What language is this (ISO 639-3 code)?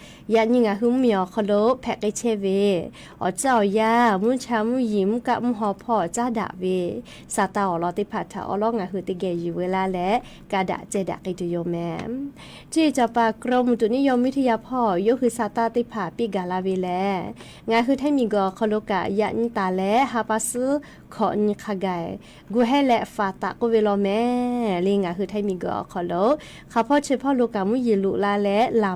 lhu